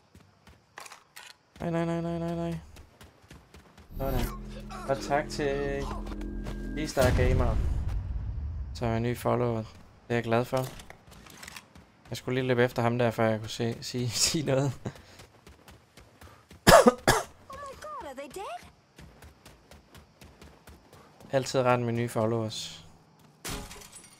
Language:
Danish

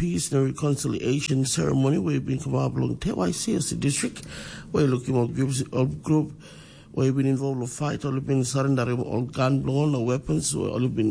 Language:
Tok Pisin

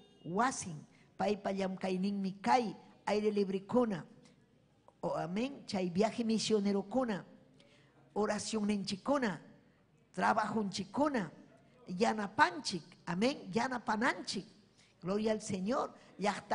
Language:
Ayacucho Quechua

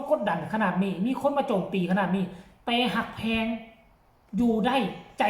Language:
Northeastern Thai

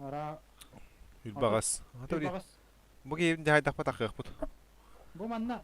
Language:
Yakut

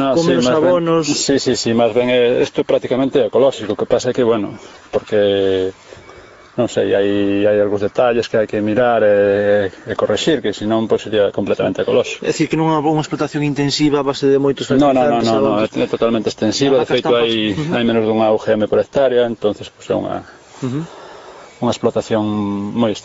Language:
Galician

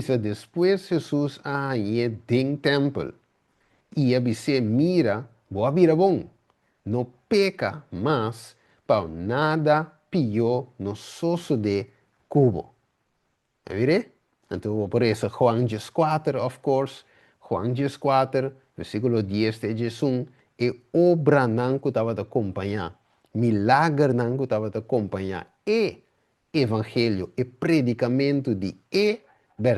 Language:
Papiamento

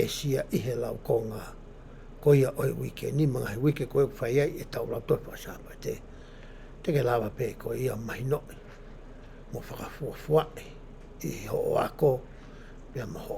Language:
Tongan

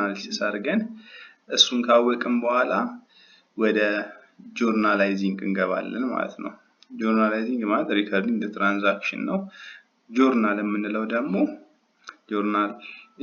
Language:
Amharic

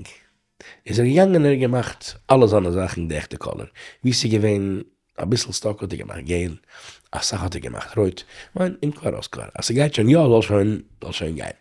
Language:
Yiddish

